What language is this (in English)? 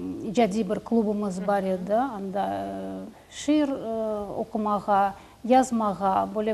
Crimean Tatar